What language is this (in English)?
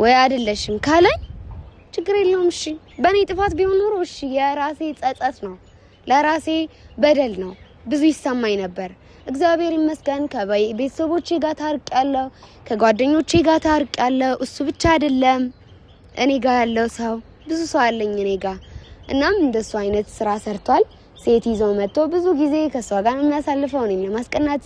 Amharic